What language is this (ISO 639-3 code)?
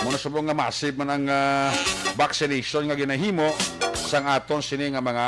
hil